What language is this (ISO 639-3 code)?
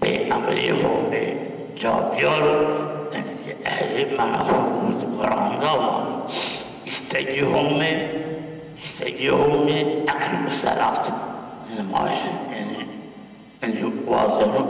zza